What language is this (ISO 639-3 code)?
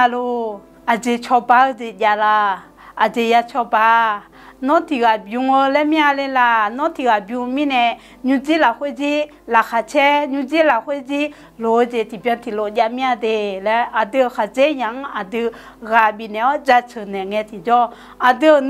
ahk